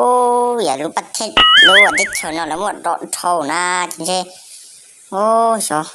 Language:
Hmong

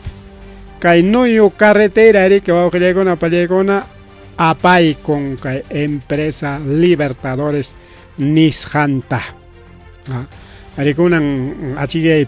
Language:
Ayacucho Quechua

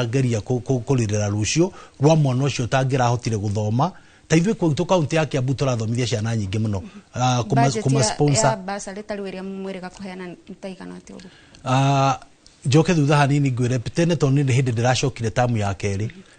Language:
Kikuyu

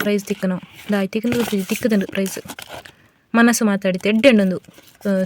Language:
Tulu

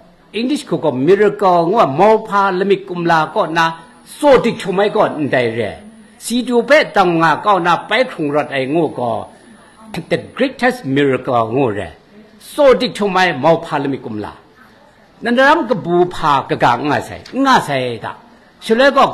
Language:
Kachin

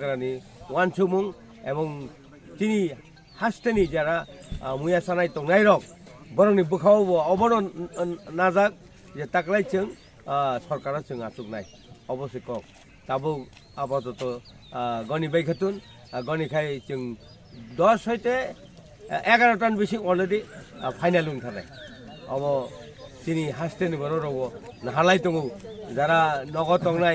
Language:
Kok Borok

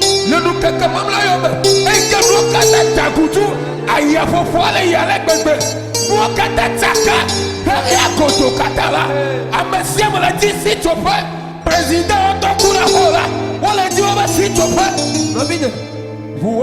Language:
Ewe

